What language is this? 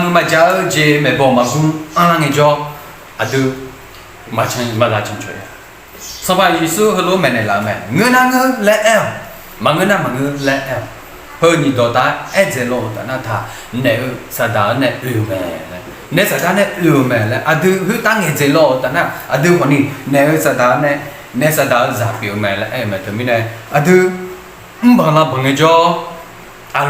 Akha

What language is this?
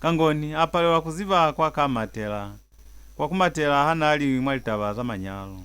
Lozi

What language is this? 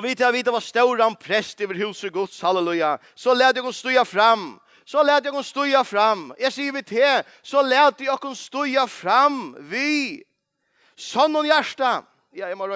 Faroese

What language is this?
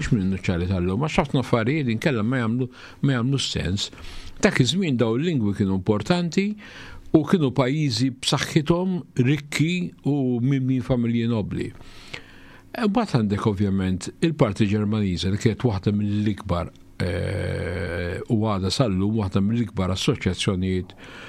Maltese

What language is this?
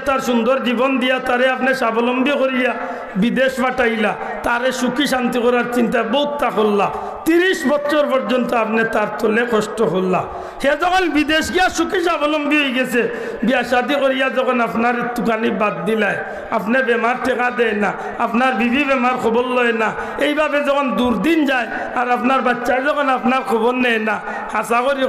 Sylheti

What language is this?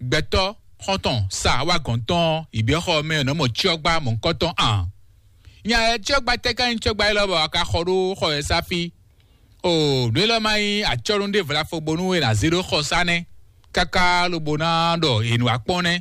Fon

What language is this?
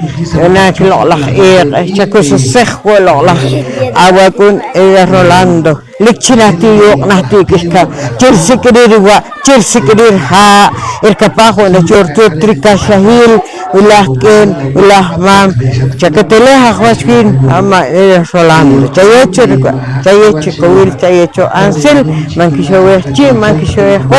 Poqomchi'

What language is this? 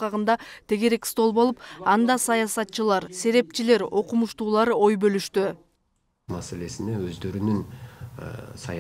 Kyrgyz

